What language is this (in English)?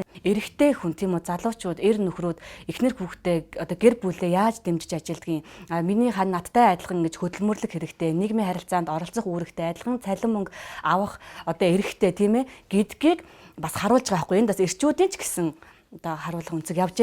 Mongolian